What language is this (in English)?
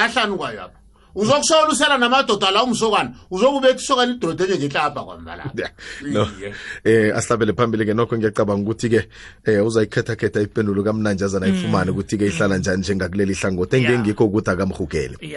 South Ndebele